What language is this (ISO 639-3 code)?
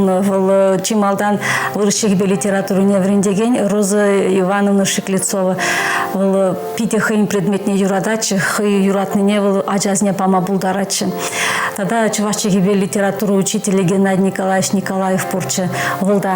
chv